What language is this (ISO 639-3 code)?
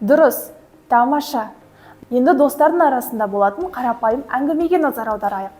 kaz